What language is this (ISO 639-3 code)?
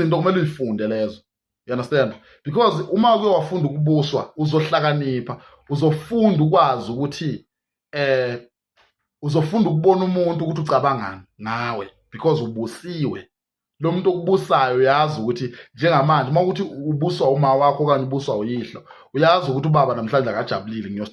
zul